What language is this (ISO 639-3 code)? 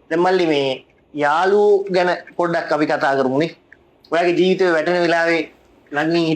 sin